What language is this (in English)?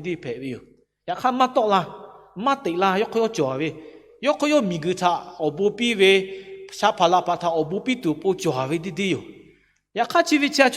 Lahu